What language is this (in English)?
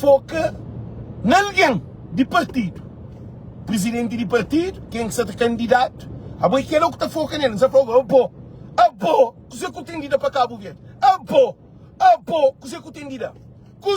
Kabuverdianu